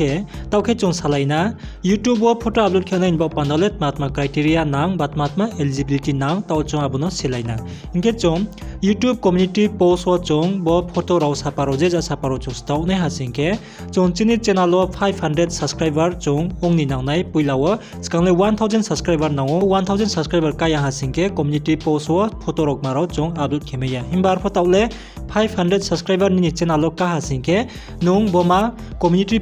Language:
Riang (India)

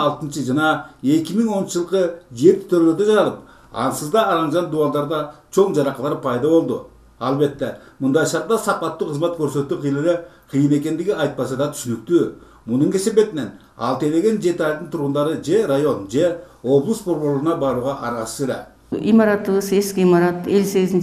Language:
Kyrgyz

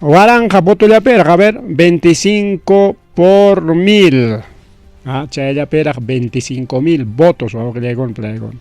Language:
Ayacucho Quechua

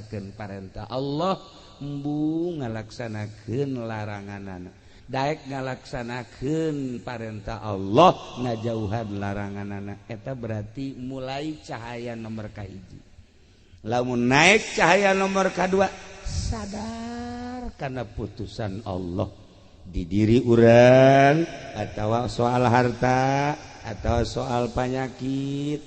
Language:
Sundanese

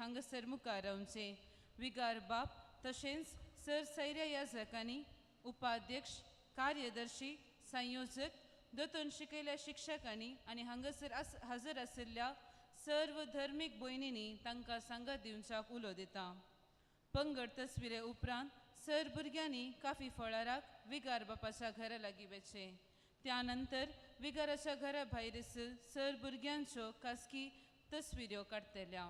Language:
Konkani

